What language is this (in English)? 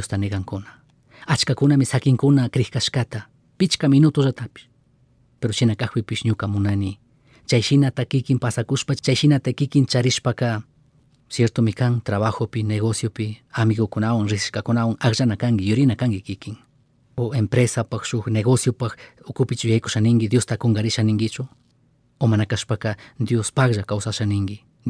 Chimborazo Highland Quichua